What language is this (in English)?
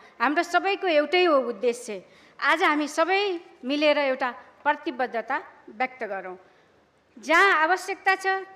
Nepali